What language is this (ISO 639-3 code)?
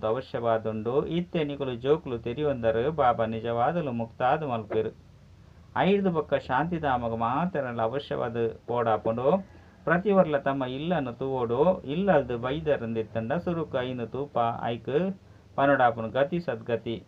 tcy